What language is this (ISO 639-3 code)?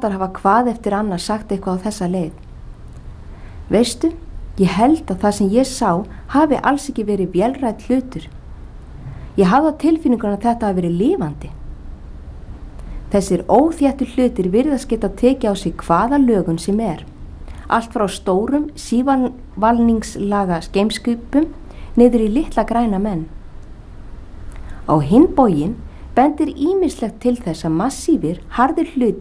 isl